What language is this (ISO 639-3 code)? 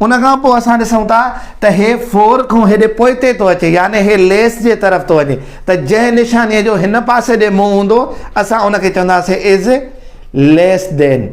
snd